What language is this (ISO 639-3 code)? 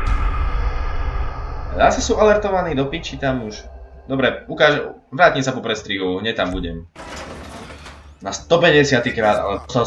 slk